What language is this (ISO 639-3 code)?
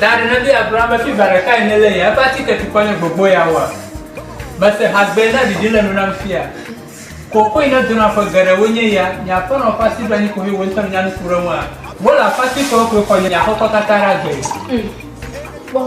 ewe